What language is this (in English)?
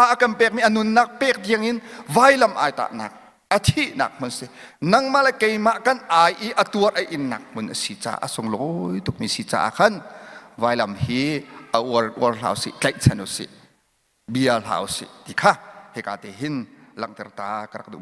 Hakha Chin